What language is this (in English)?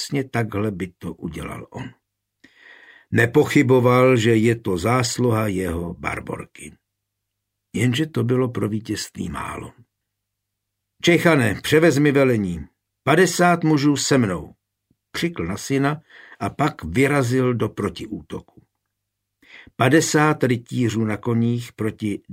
Czech